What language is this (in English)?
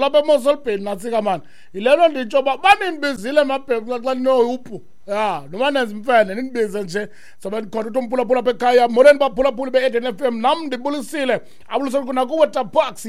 Xhosa